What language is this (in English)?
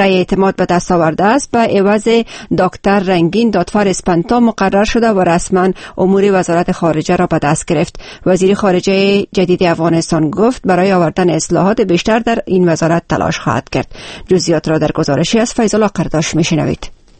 Persian